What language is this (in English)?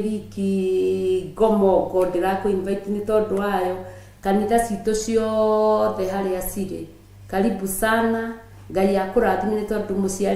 Kikuyu